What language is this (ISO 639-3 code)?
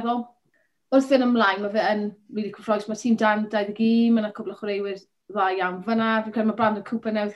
cym